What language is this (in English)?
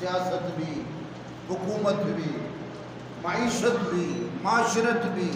Eastern Balochi